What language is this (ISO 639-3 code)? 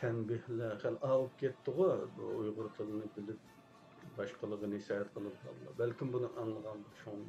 uig